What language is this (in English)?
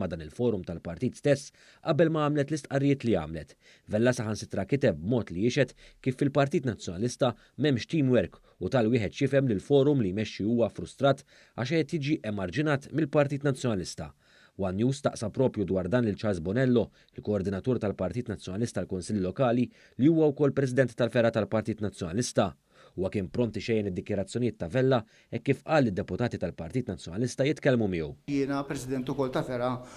Maltese